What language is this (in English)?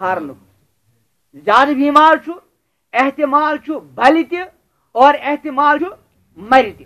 Kashmiri